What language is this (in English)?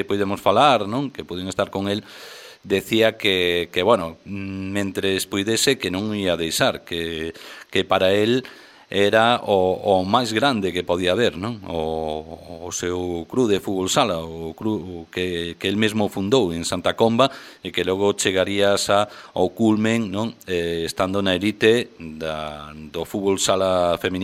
Galician